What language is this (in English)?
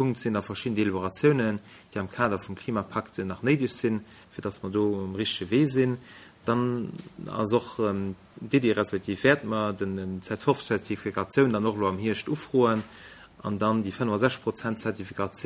Luxembourgish